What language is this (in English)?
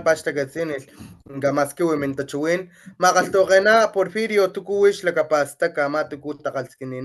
Papantla Totonac